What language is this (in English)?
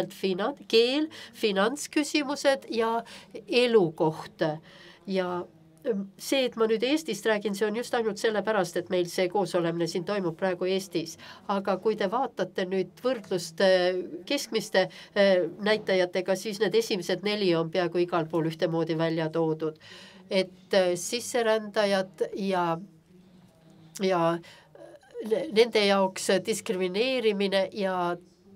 Estonian